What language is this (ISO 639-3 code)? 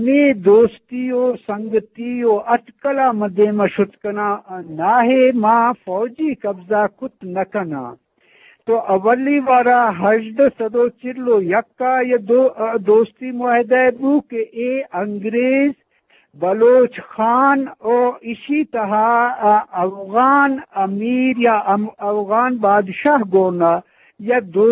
bgp